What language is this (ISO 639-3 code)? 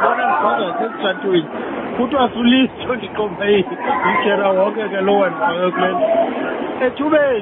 xho